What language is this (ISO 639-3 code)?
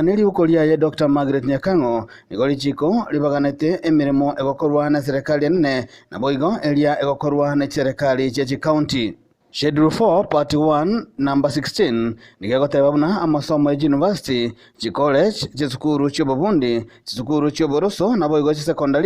guz